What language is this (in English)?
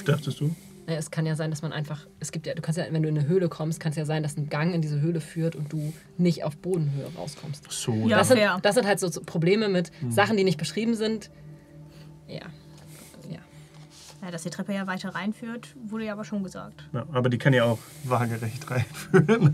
German